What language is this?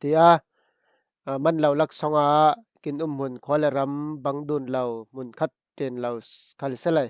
Falam Chin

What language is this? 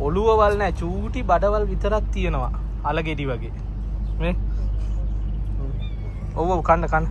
Sinhala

